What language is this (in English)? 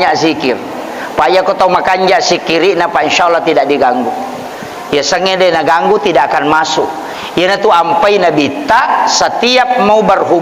Buginese